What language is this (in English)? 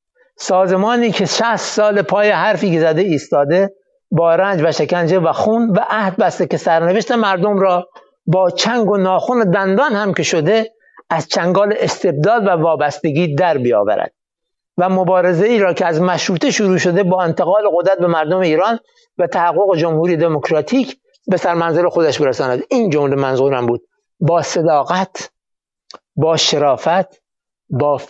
Persian